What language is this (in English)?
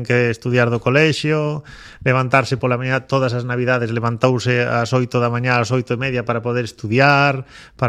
Galician